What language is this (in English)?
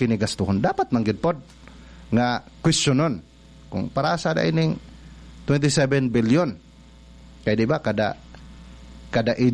Cebuano